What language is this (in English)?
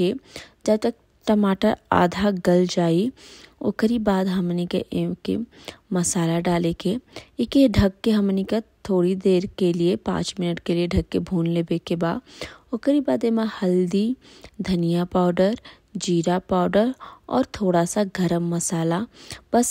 Bhojpuri